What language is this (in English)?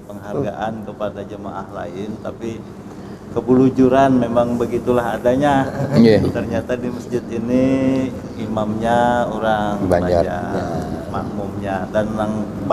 Banjar